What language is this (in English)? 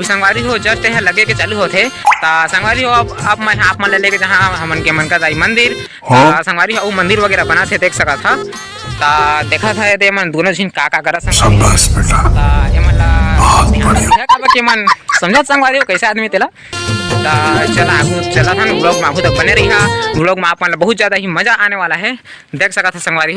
Chhattisgarhi